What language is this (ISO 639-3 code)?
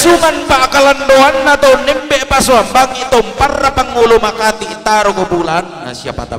sda